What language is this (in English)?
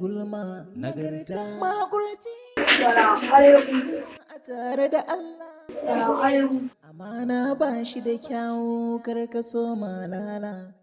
Hausa